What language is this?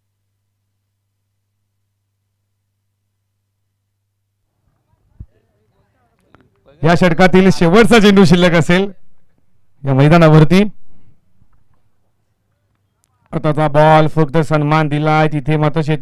Marathi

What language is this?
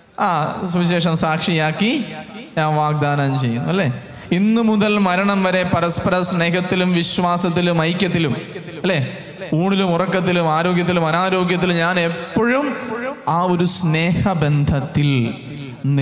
Malayalam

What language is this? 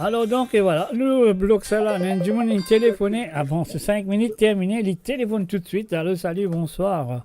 Morisyen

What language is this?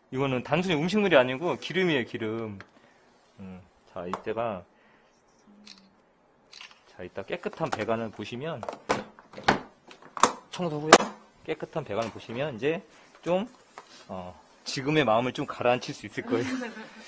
Korean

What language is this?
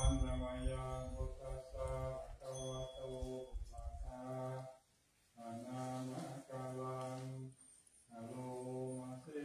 Pali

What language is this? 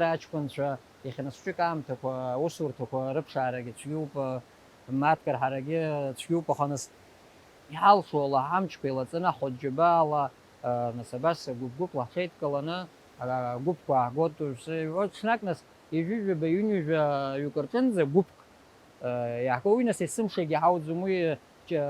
Abkhazian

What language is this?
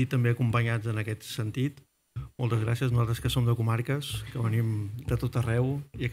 Catalan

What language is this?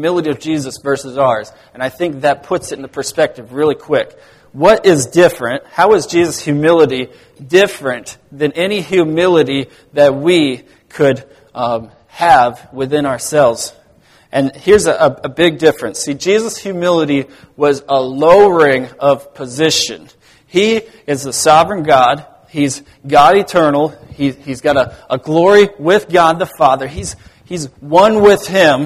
English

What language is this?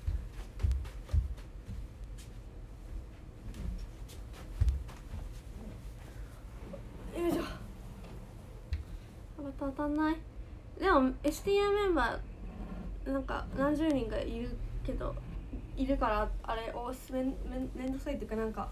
Japanese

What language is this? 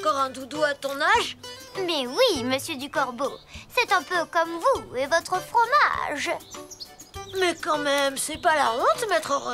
French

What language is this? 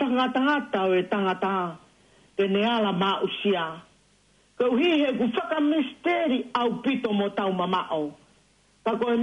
Tongan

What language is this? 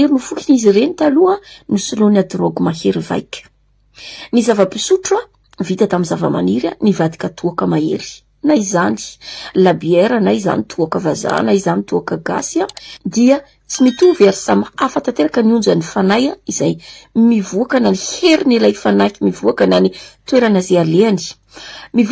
Malagasy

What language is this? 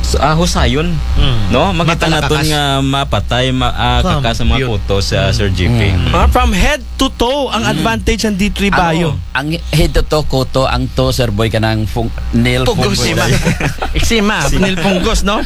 Aklanon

